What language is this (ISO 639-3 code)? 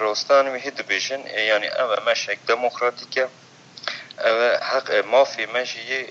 kur